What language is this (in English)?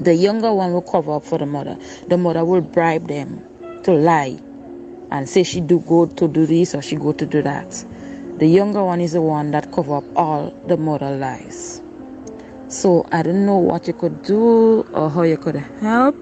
Jamaican Creole English